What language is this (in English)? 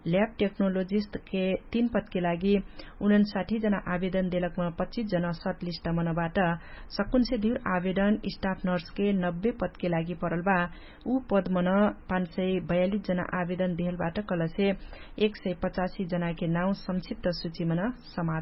Dangaura Tharu